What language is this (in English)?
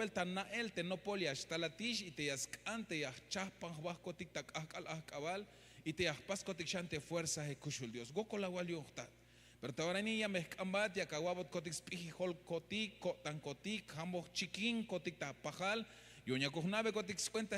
Tzeltal